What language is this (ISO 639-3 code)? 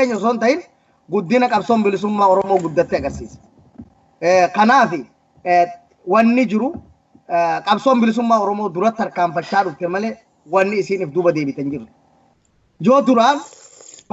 orm